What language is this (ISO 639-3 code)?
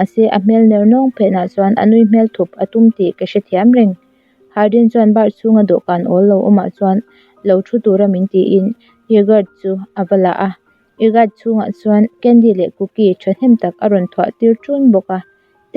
lus